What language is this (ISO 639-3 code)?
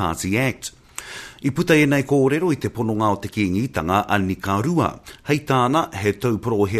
mri